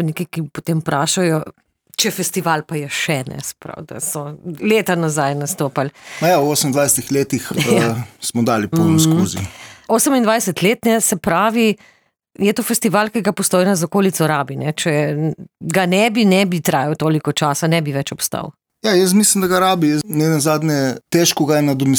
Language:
Slovenian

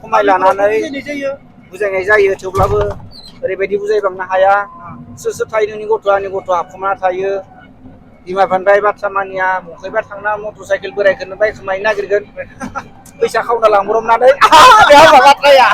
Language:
Bodo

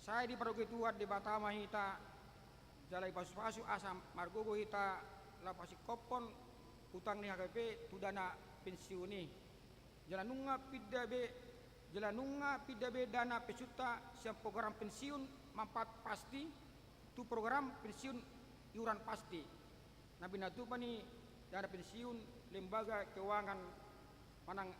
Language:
Batak Toba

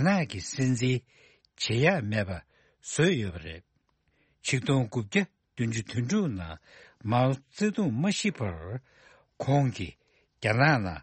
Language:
Tibetan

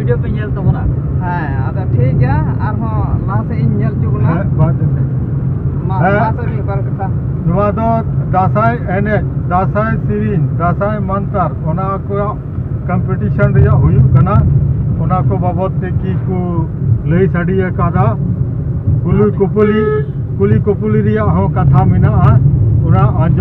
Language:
Santali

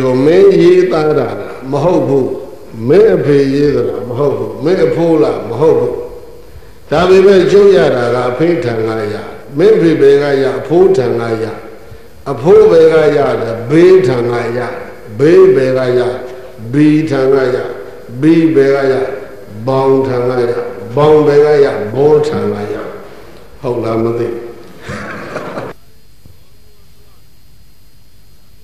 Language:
Burmese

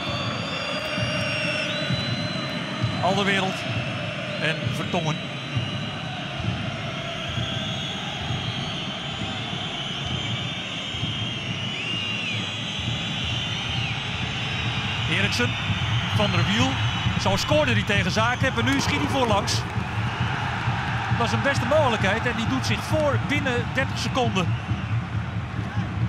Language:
Dutch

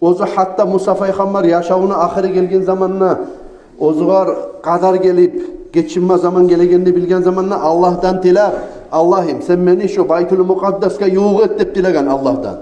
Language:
Kumyk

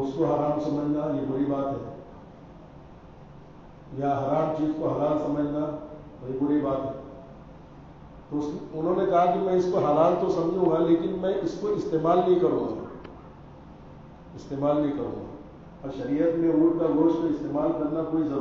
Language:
Urdu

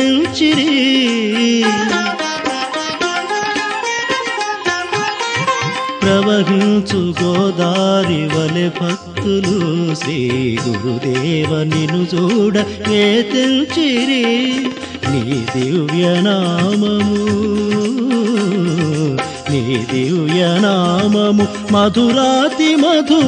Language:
Telugu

